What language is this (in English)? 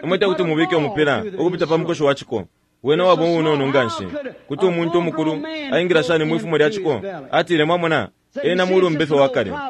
Bemba